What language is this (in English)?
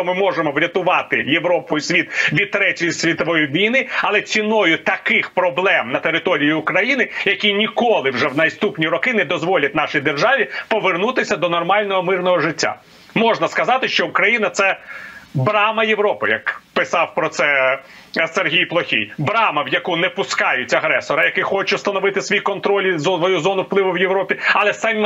Ukrainian